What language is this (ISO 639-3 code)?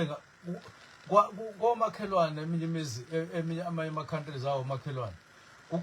zul